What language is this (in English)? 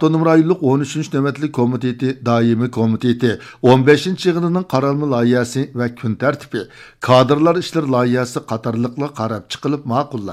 Uyghur